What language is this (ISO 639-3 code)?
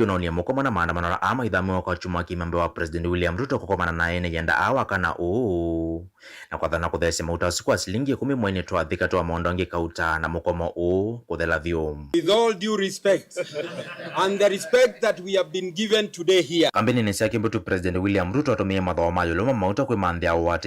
kam